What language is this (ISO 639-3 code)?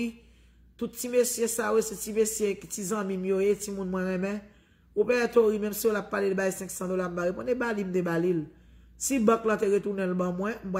hat